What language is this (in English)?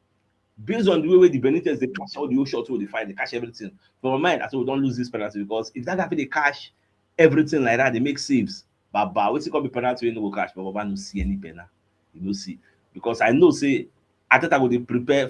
Nigerian Pidgin